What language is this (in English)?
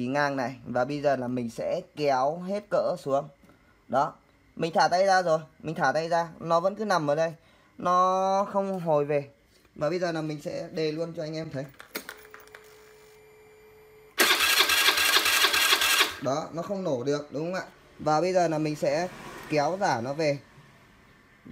Vietnamese